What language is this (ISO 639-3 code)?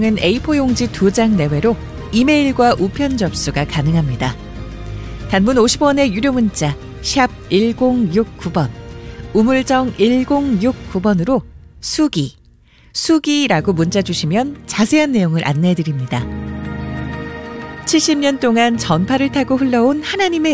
kor